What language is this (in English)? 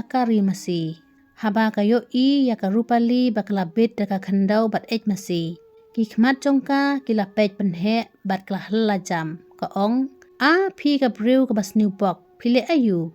Khasi